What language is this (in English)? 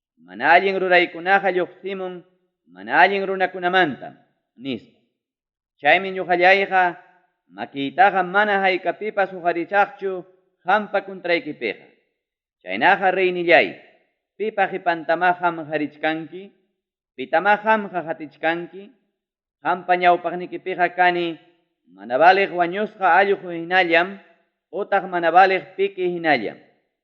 Ayacucho Quechua